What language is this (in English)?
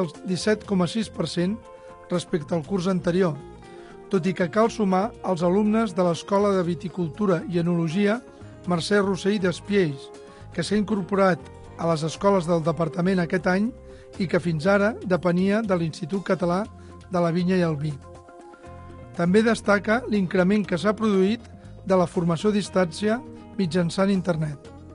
Catalan